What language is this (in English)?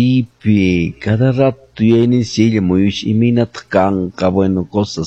Quechua